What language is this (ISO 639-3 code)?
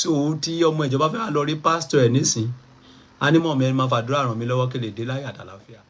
yor